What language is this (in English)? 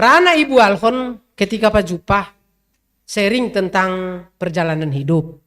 Batak Simalungun